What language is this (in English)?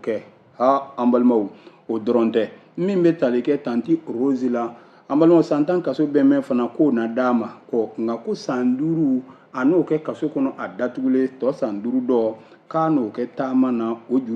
Bambara